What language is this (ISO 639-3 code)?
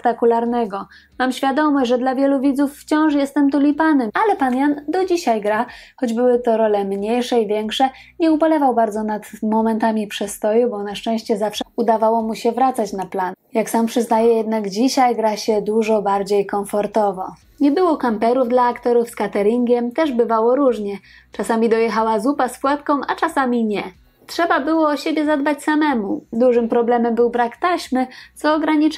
pol